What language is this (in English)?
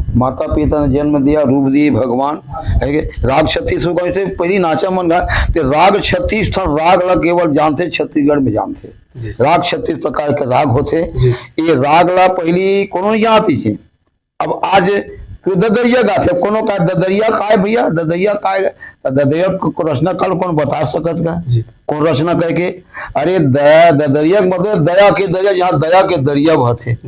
Chhattisgarhi